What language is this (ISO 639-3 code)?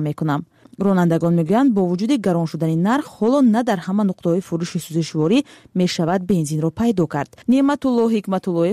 fas